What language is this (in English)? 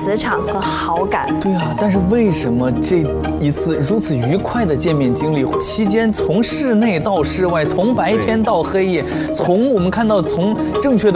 Chinese